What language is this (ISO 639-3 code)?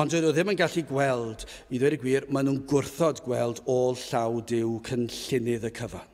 cym